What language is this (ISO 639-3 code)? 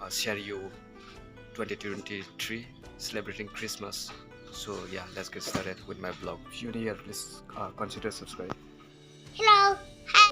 trp